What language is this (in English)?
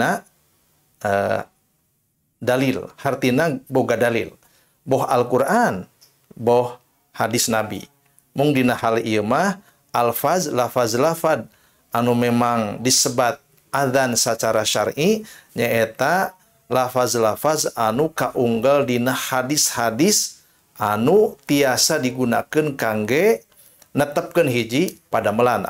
Sundanese